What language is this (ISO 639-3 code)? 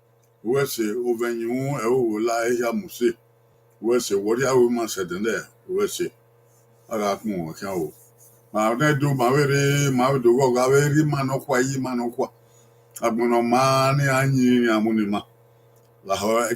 bin